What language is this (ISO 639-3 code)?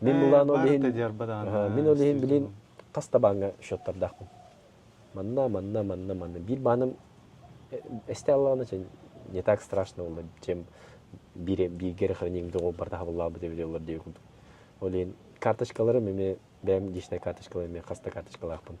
sah